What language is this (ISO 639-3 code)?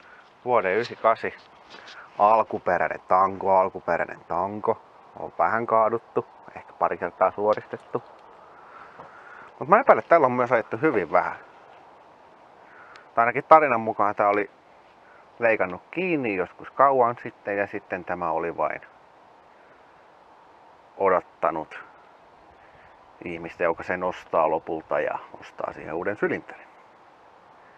fin